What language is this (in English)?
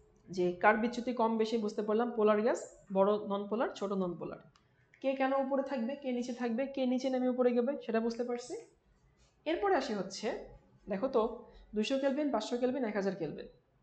Bangla